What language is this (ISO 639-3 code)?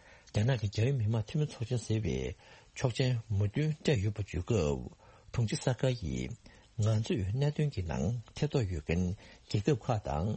bod